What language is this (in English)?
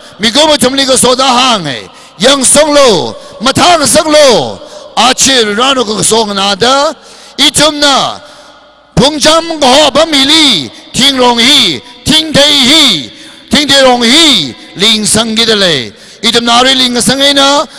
Tangkhul Naga (India)